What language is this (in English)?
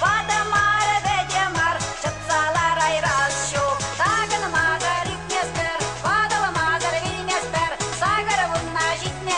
Chuvash